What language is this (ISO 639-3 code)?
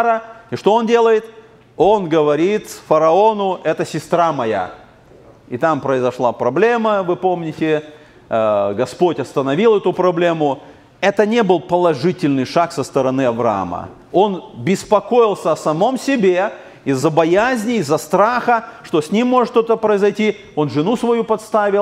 rus